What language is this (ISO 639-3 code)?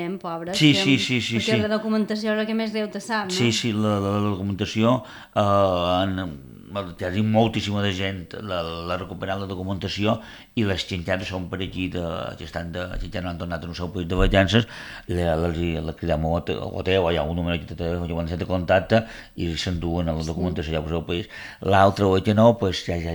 cat